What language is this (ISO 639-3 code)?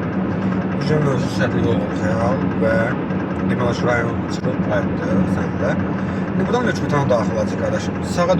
aze